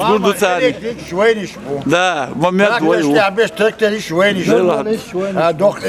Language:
Chechen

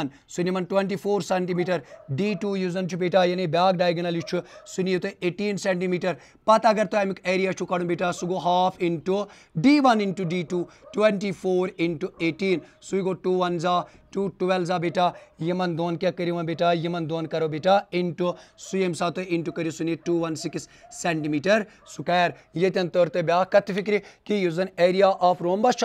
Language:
Kashmiri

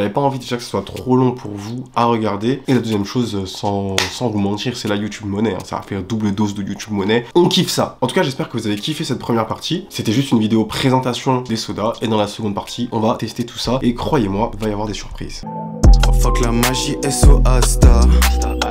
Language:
French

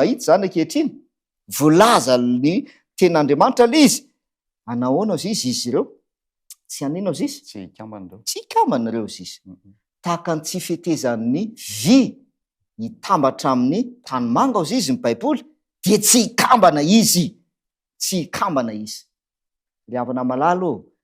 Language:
Malagasy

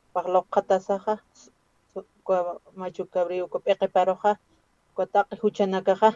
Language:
Aymara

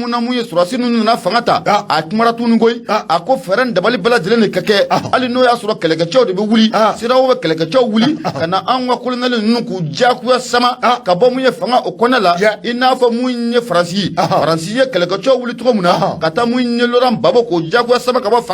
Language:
Bambara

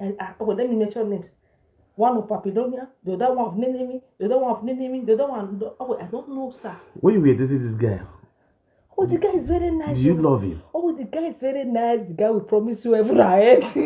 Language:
Nigerian Pidgin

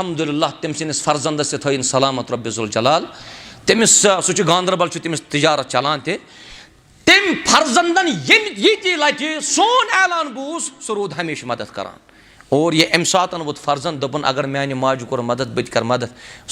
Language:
Kashmiri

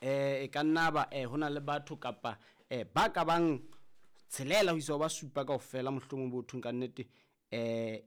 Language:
Southern Sotho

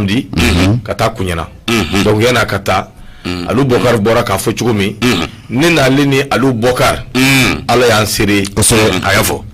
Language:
Bambara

